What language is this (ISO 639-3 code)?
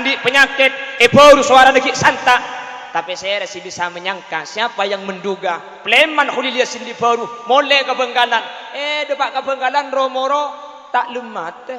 mad